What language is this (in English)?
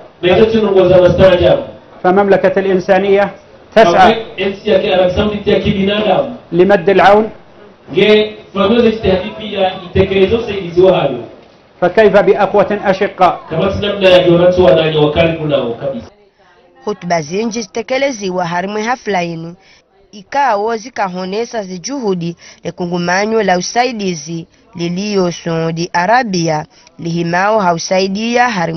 Ngazidja Comorian